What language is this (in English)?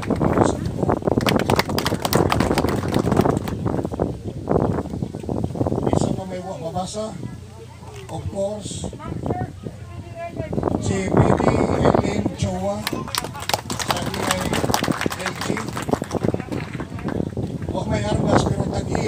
Cebuano